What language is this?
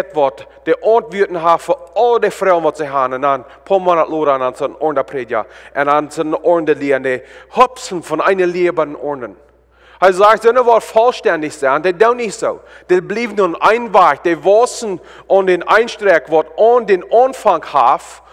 Plautdietsch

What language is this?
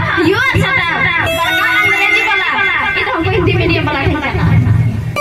Santali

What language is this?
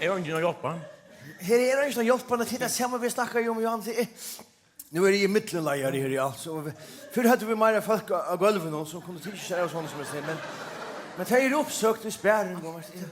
Faroese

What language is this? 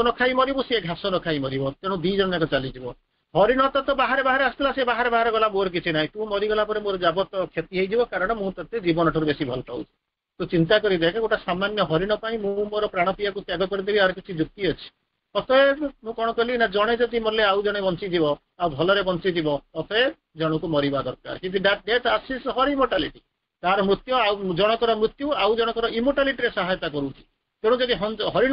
Odia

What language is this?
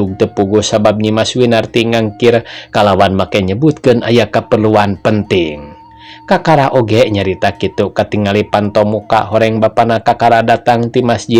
Sundanese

